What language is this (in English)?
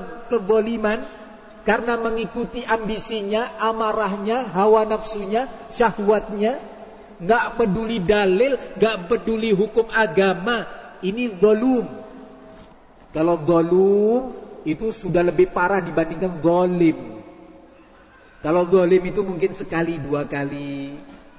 Indonesian